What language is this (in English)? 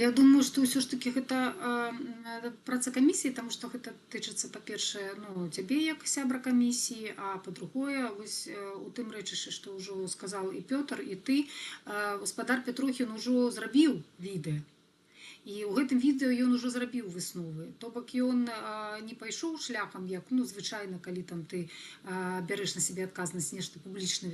Belarusian